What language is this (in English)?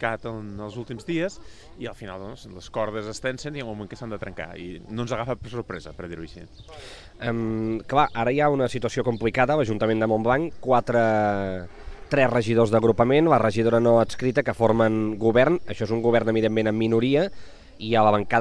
Catalan